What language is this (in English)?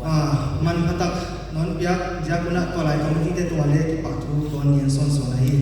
Paite Chin